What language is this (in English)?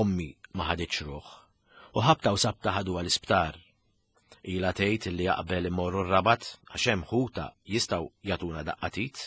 Maltese